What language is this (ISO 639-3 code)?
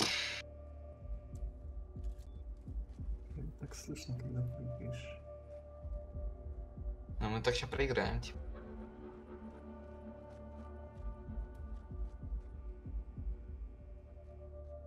rus